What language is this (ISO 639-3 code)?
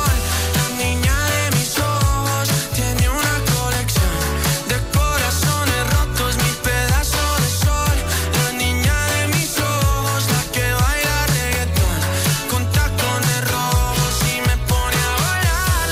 spa